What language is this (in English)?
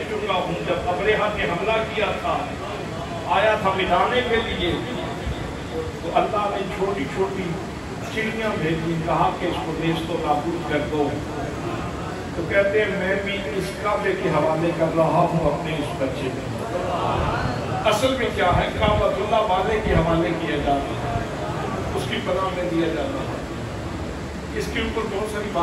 Urdu